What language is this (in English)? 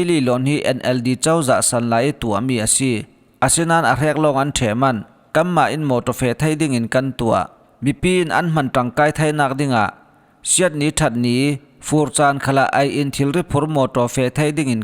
Falam Chin